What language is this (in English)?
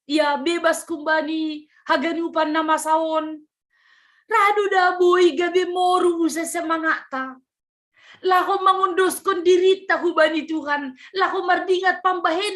Batak Simalungun